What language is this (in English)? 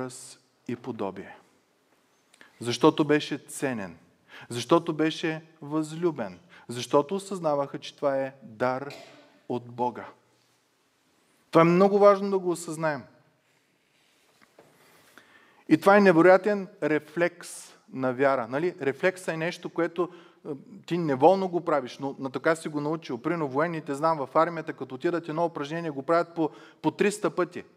Bulgarian